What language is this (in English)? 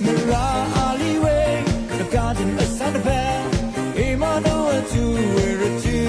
Rawang